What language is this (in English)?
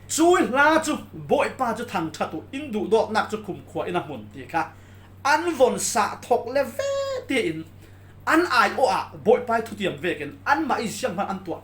Falam Chin